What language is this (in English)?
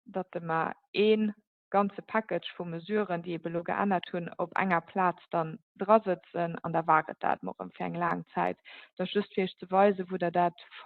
Luxembourgish